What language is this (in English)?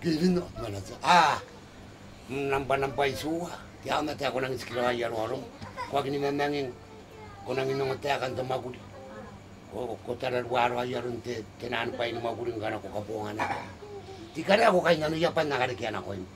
Gilbertese